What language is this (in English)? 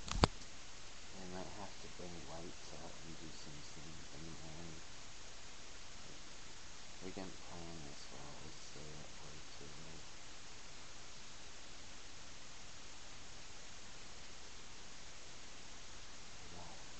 English